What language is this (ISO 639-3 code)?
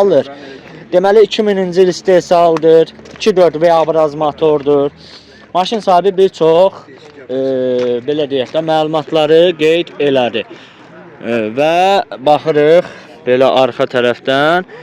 aze